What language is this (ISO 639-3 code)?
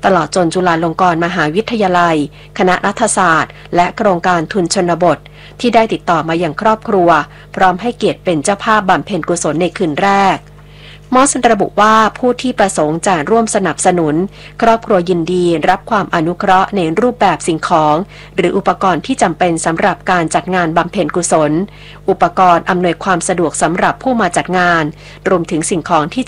tha